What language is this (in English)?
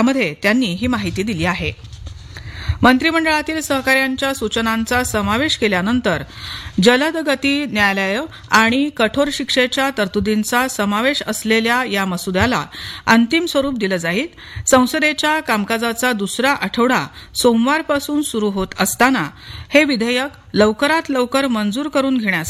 Marathi